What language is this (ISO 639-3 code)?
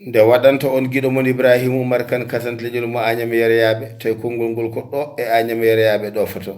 ful